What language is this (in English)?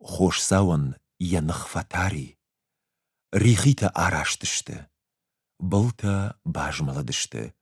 Ossetic